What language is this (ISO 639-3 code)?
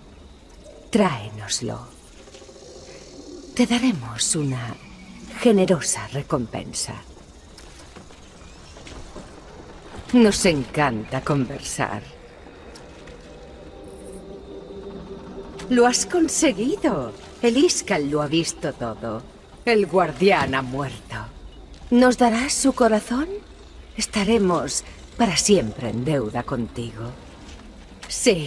spa